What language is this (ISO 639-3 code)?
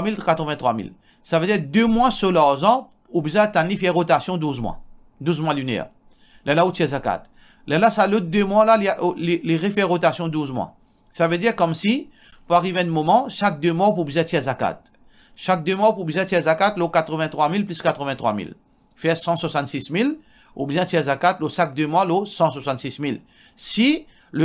mfe